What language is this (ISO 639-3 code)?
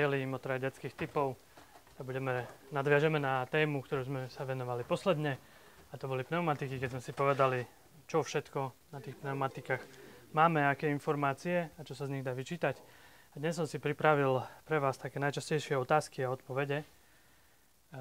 slk